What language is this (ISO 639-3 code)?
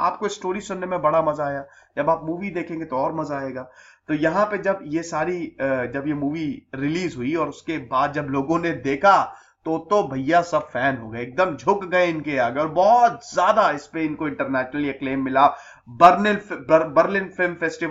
hin